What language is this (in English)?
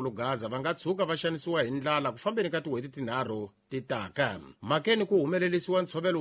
Tsonga